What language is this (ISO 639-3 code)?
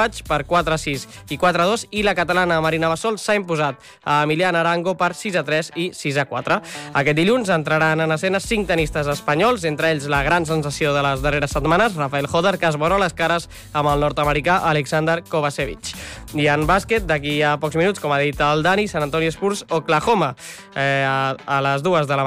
cat